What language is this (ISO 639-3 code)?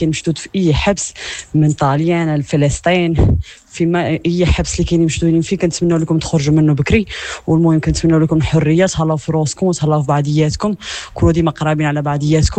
ary